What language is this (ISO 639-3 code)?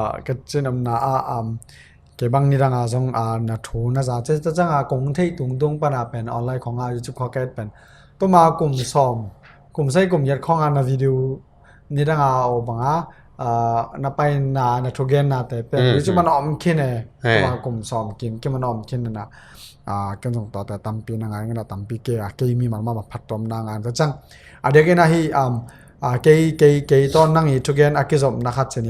ctd